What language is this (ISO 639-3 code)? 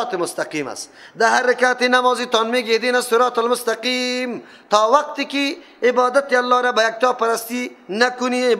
fas